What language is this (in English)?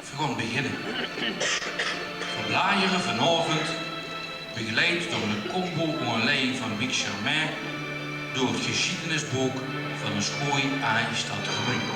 Limburgish